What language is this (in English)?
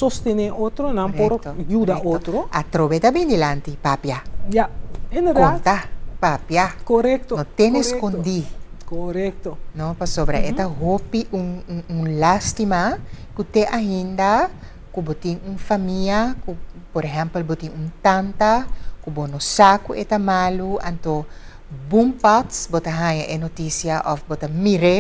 Papiamento